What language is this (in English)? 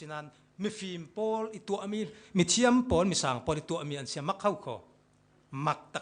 Falam Chin